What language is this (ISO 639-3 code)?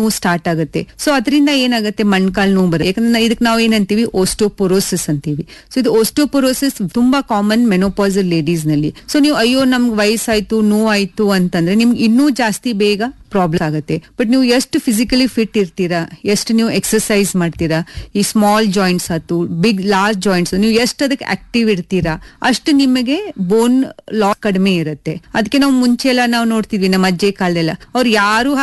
kan